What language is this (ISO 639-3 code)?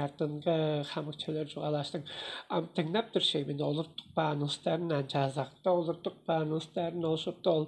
tyv